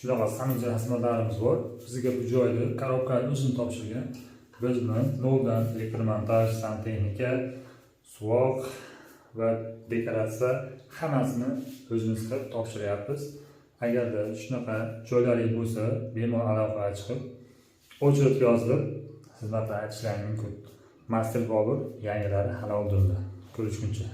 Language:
Uzbek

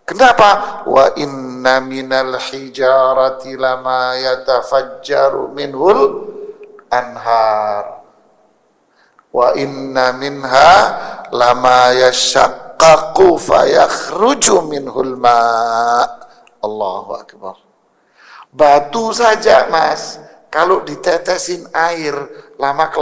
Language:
Indonesian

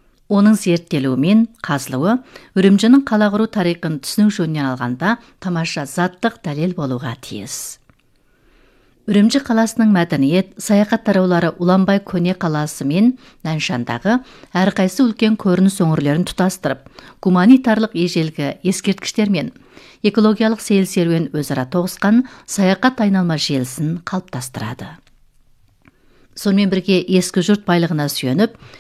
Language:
Kazakh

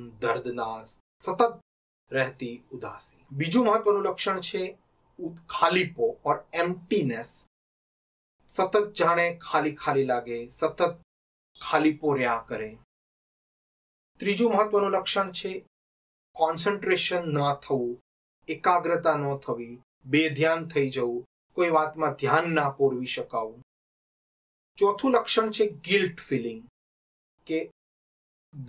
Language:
Gujarati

